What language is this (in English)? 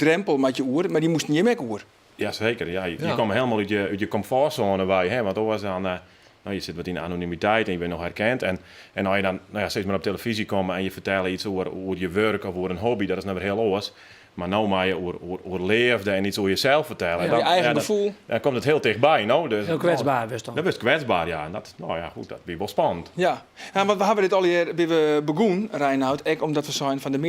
Western Frisian